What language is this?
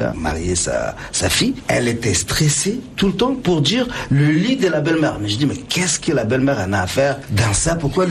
French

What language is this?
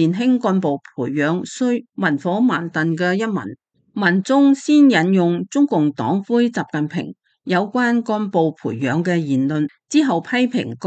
Cantonese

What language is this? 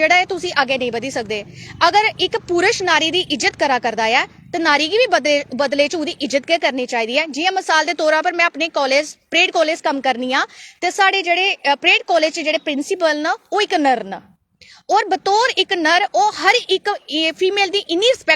Dogri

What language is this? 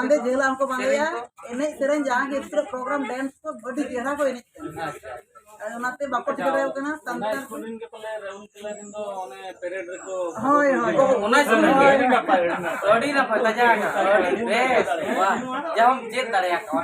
Santali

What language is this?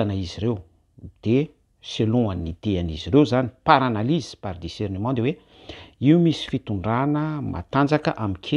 Malagasy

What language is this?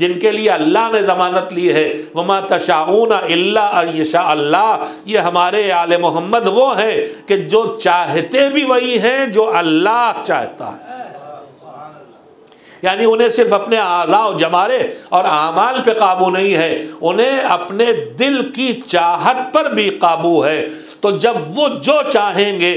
Urdu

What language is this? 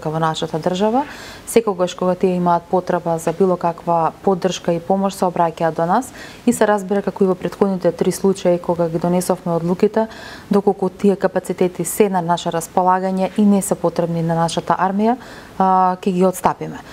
Macedonian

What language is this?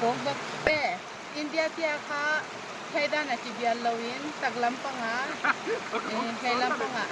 Paite Chin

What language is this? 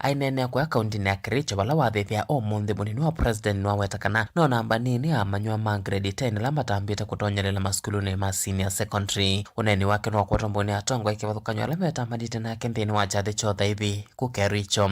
Kamba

